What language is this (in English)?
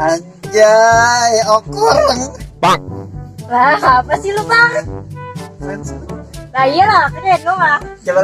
Betawi